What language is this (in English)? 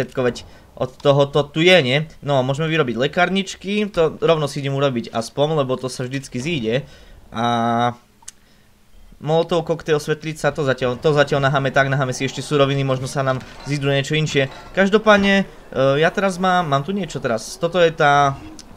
Slovak